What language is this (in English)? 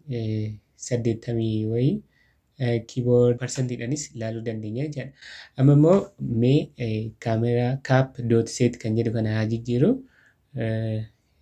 Oromo